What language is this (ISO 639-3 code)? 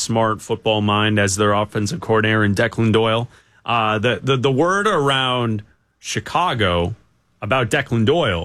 eng